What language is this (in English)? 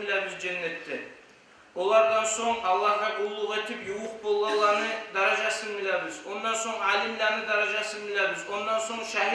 Kumyk